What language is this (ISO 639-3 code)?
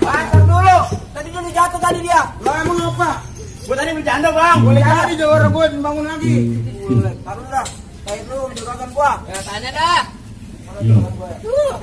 bew